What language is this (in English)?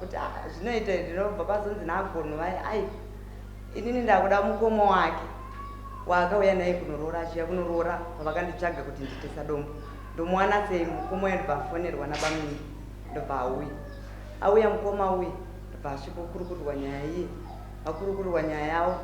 Shona